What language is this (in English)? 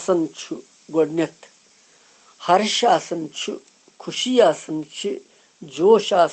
Kashmiri